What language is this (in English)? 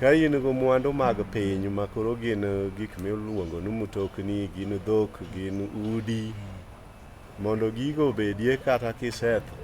Luo (Kenya and Tanzania)